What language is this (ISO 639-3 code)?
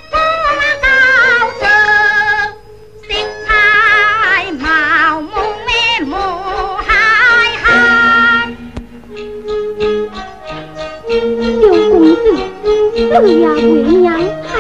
nan